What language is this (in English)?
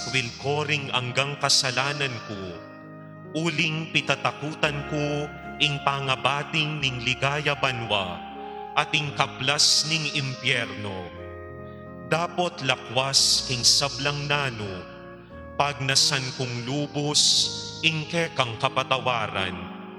Pampanga